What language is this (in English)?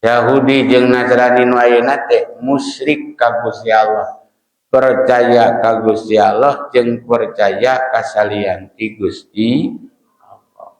Sundanese